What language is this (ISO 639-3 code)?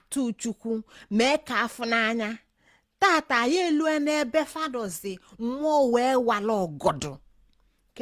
ibo